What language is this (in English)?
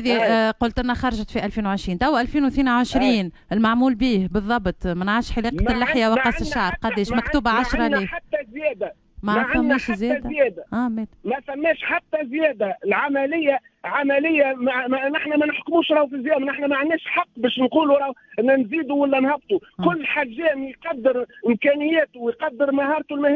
Tunisian Arabic